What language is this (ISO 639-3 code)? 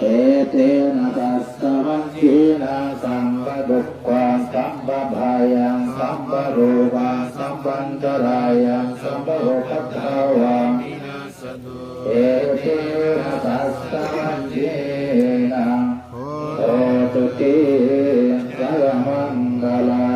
pli